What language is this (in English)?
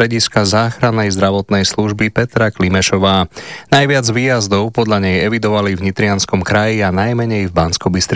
Slovak